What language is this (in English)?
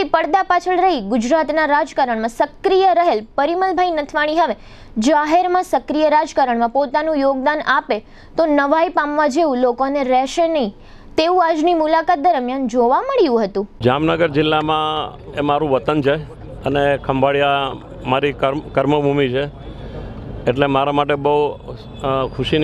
Gujarati